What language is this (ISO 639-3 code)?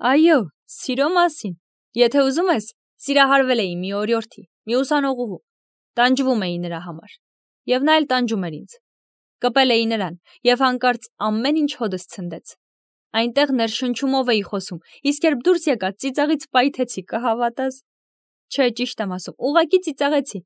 hye